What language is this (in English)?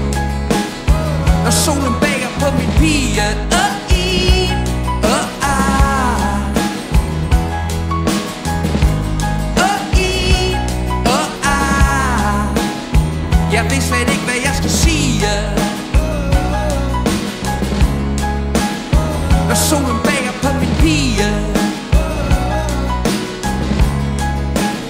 Danish